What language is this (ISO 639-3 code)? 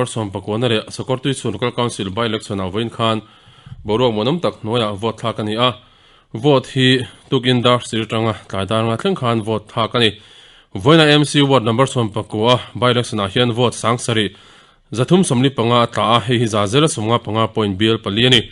lus